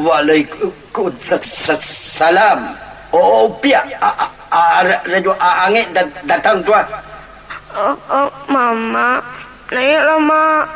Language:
Minangkabau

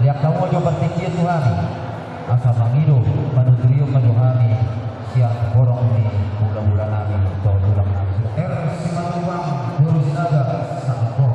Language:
Batak Toba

